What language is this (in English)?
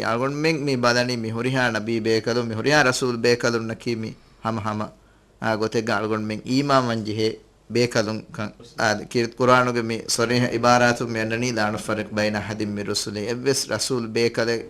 Divehi